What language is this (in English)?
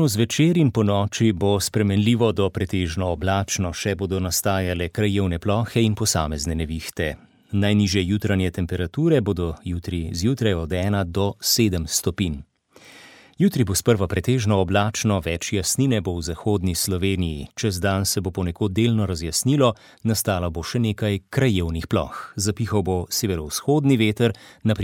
Slovenian